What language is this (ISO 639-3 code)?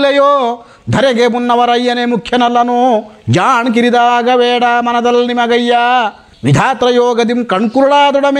kan